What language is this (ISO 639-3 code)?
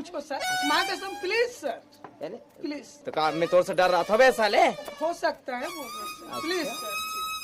hne